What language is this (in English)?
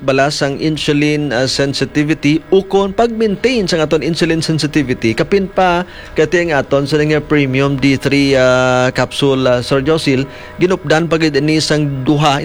Hiligaynon